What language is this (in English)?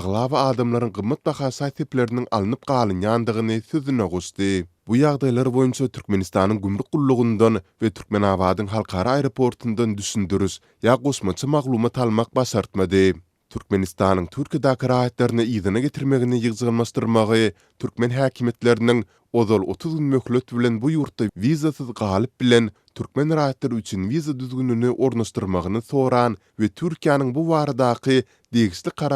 Turkmen